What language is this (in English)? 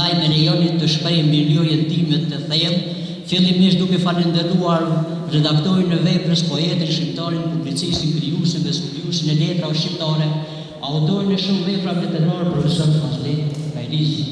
Albanian